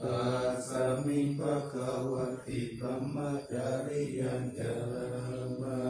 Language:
Pali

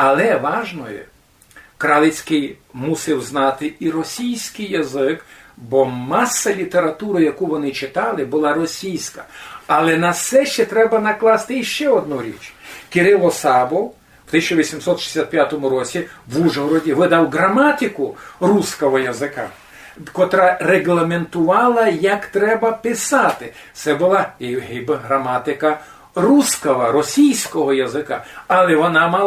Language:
Rusyn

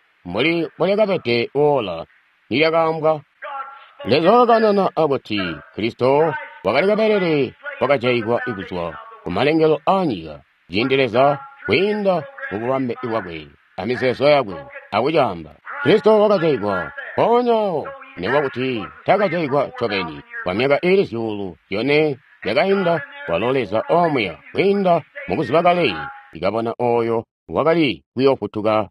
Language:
Tonga (Zambia)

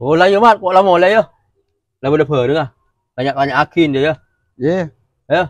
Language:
Madurese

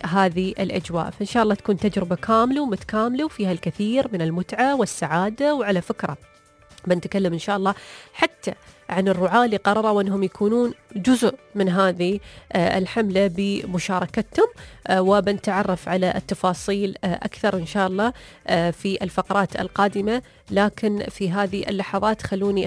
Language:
Gulf Arabic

